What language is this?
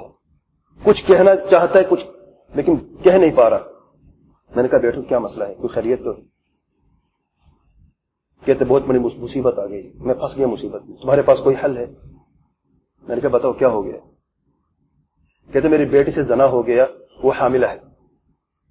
Urdu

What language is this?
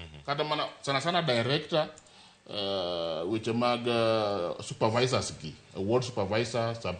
Luo (Kenya and Tanzania)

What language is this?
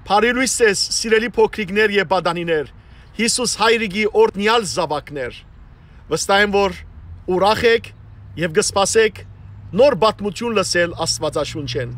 Western Armenian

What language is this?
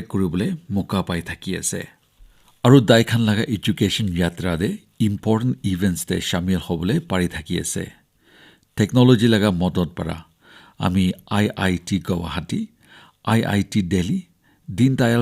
Naga Pidgin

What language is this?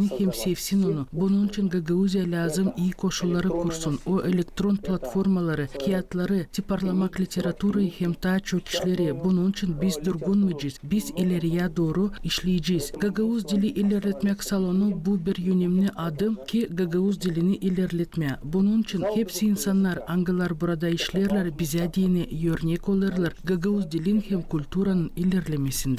Gagauz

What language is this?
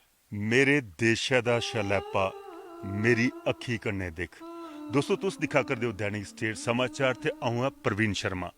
Dogri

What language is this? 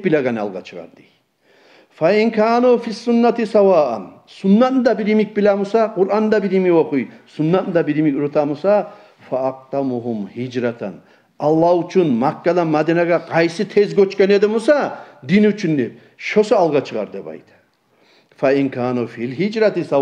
Kumyk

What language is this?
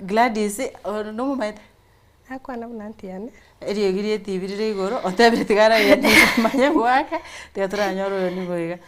Gusii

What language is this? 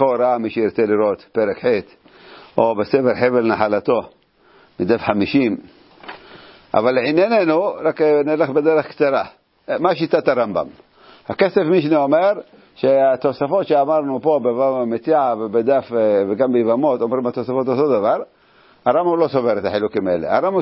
Hebrew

